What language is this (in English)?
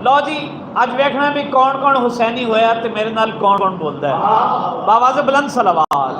Saraiki